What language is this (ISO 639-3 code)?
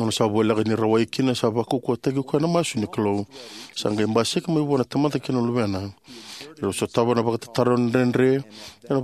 fij